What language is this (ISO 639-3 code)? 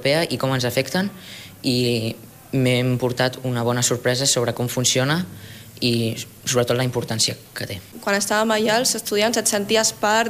cat